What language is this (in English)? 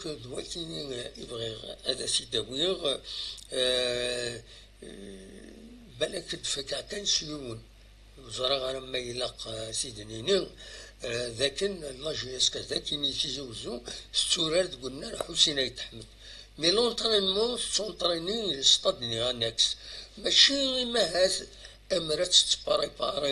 Kabyle